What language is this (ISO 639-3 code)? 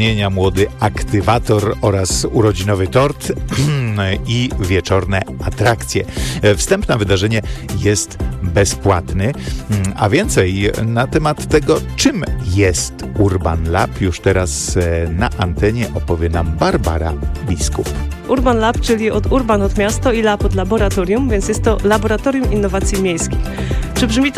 pol